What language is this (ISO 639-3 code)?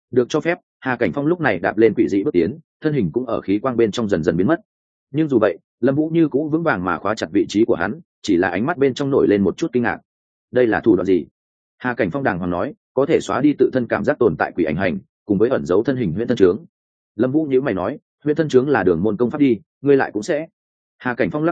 vie